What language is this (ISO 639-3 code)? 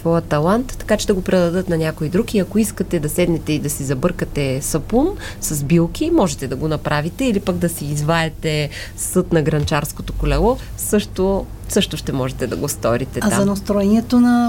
bul